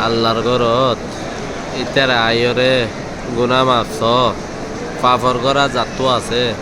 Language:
Rohingya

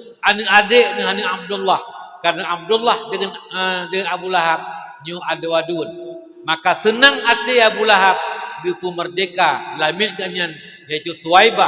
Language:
Achinese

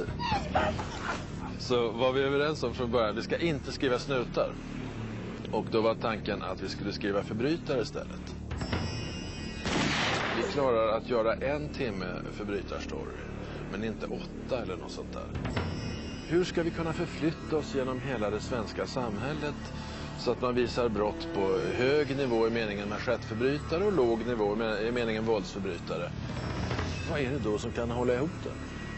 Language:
Swedish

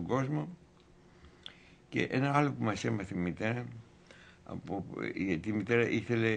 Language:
Greek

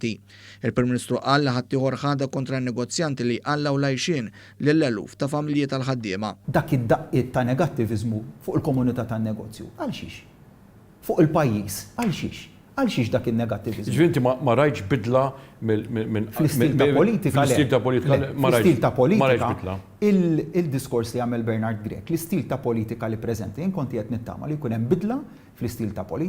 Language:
Maltese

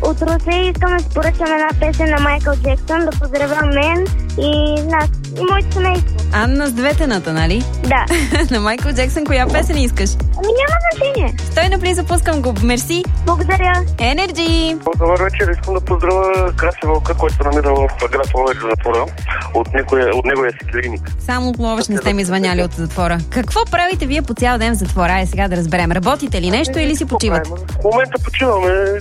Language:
Bulgarian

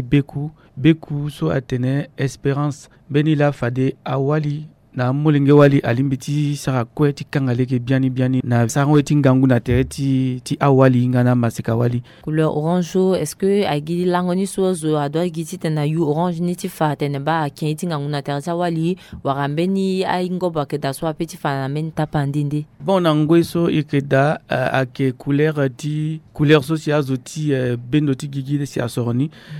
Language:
Sango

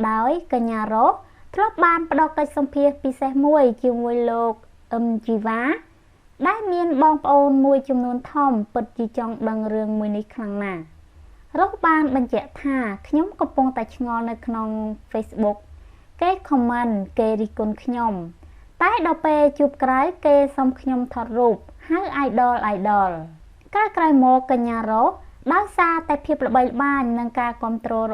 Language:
Khmer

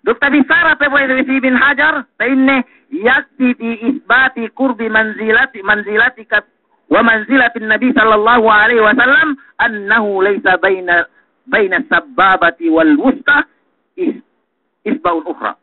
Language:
Yakan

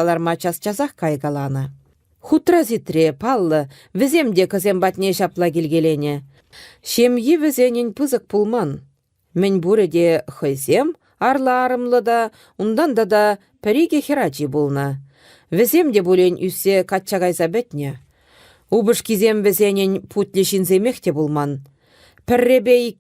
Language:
Chuvash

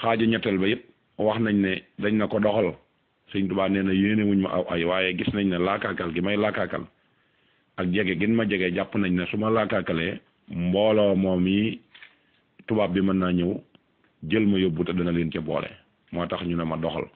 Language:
Wolof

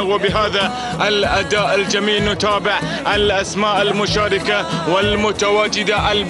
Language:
Arabic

